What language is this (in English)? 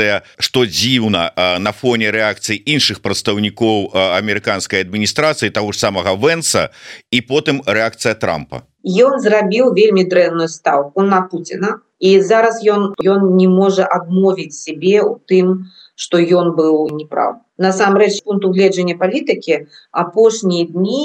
Belarusian